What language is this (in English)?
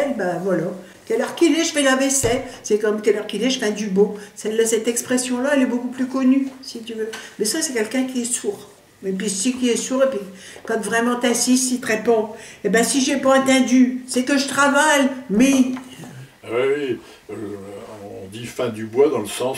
Picard